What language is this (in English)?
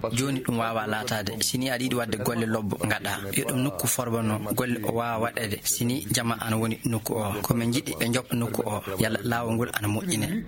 Fula